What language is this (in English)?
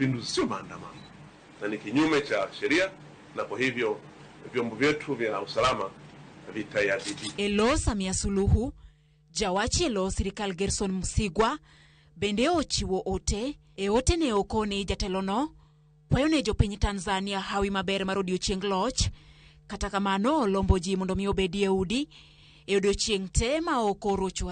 Luo (Kenya and Tanzania)